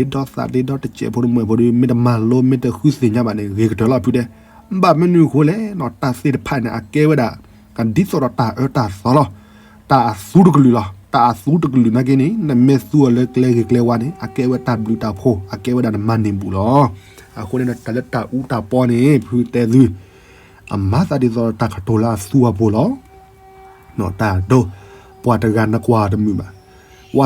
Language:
S'gaw Karen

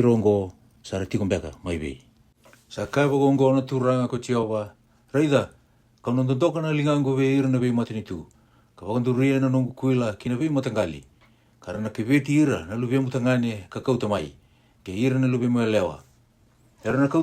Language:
Fijian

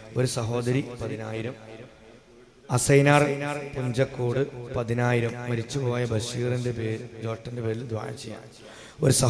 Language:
Malayalam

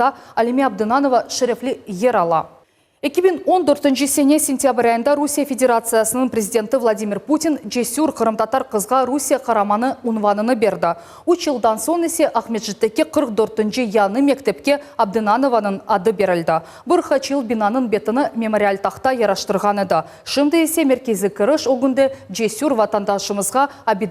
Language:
Crimean Tatar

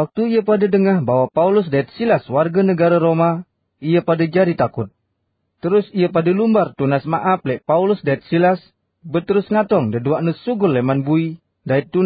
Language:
Sasak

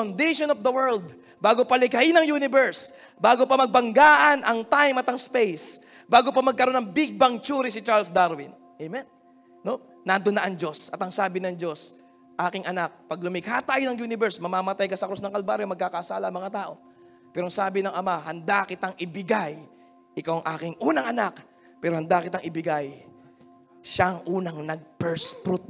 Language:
Filipino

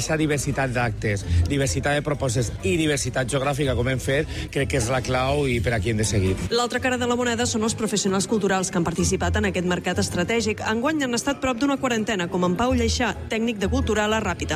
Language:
Catalan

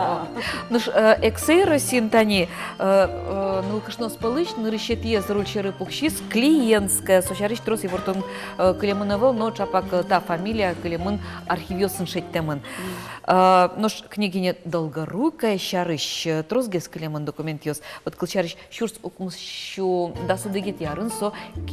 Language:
Udmurt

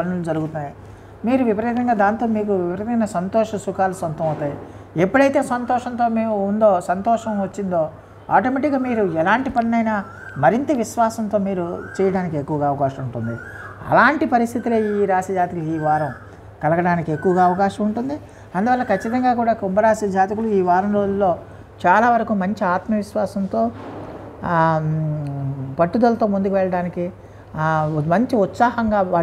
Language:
Telugu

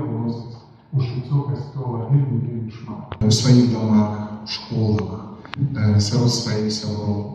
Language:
Belarusian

